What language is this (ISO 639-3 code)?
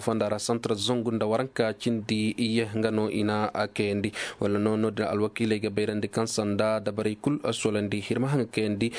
ses